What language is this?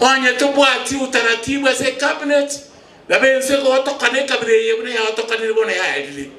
Gusii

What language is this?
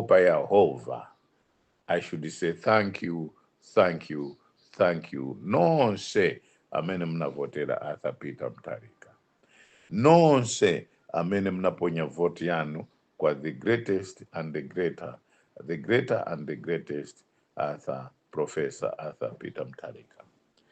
Nyanja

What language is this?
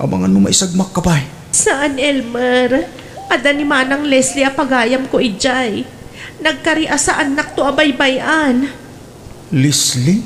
Iloko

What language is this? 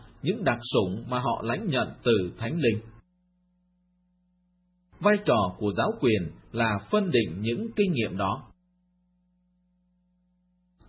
Vietnamese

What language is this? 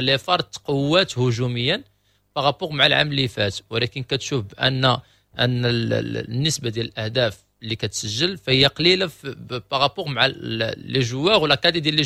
Moroccan Arabic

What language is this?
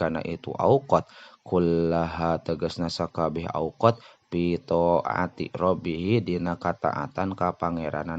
Sundanese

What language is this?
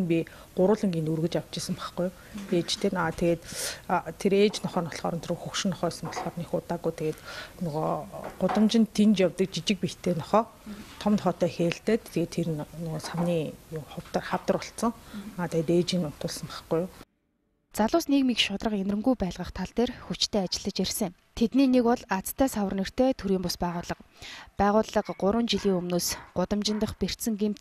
Mongolian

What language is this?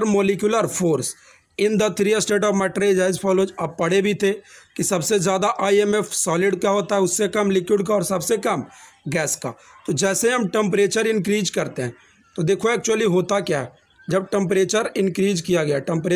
Hindi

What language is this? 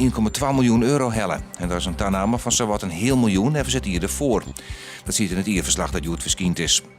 Western Frisian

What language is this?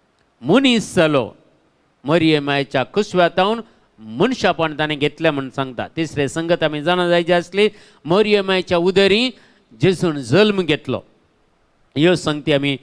Konkani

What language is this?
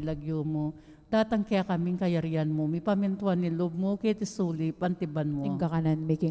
Pampanga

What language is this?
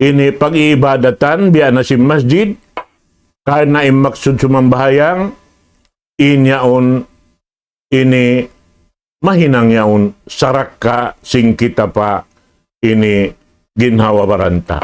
Tausug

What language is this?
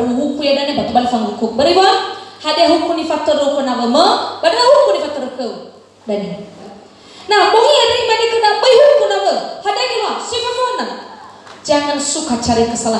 Nias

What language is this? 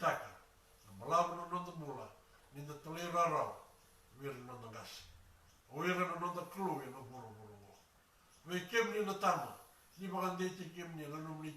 Fijian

